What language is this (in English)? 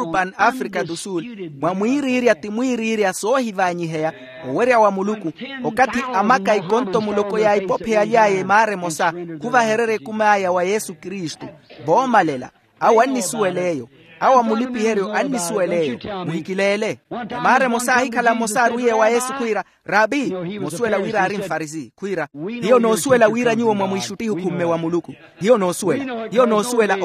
Makhuwa